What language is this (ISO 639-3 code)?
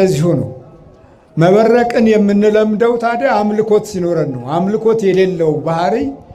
amh